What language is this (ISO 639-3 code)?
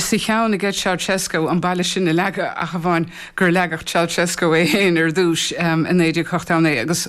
gle